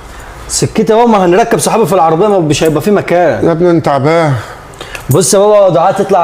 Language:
Egyptian Arabic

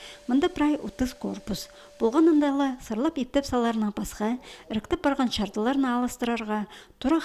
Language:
Khakas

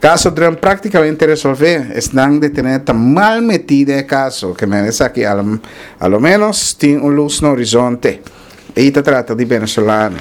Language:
Papiamento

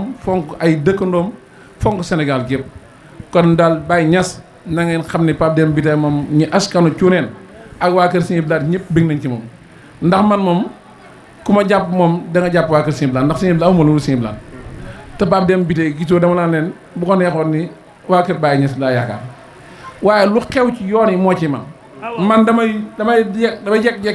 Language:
Wolof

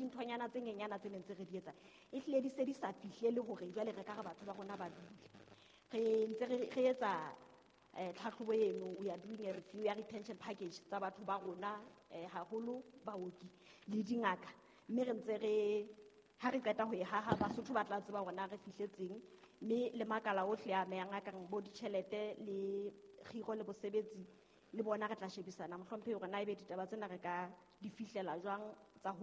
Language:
Southern Sotho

